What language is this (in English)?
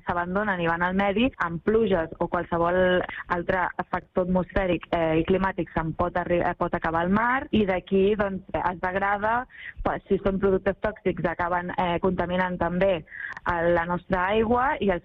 Catalan